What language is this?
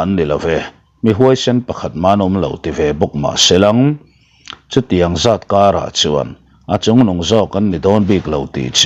Mizo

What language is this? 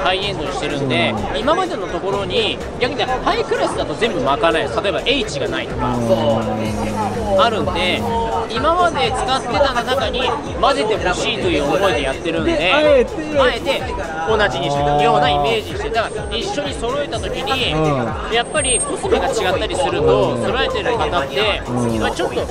Japanese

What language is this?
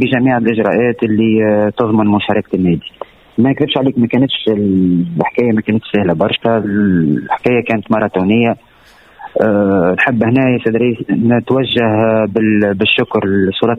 Tunisian Arabic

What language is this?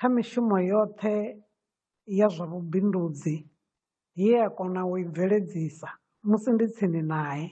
Venda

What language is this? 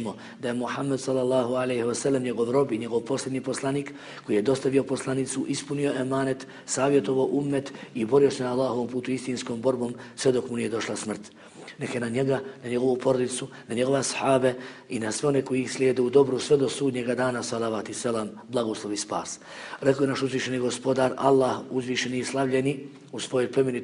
Bosnian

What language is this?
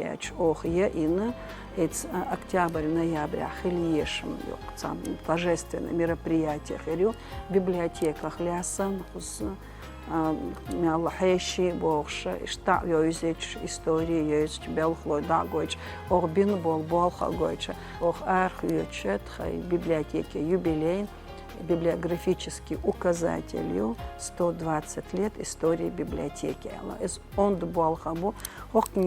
Chechen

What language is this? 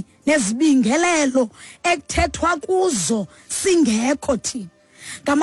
Xhosa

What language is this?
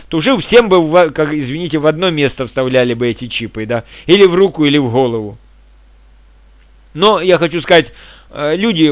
Russian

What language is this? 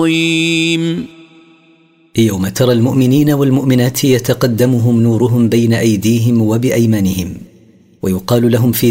Arabic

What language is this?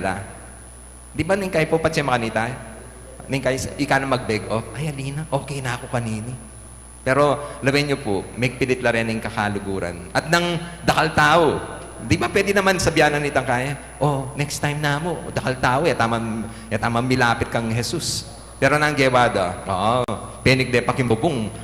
Pampanga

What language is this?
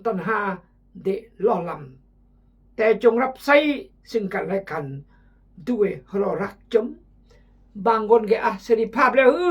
Khmu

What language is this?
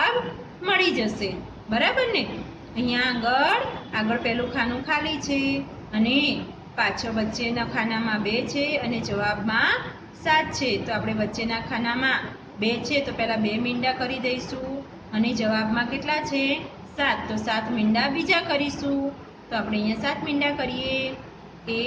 Gujarati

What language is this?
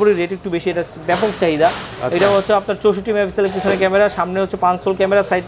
Bangla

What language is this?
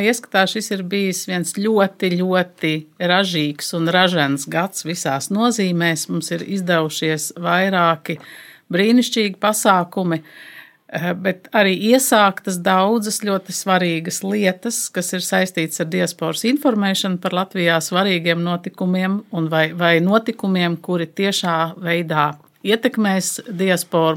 Latvian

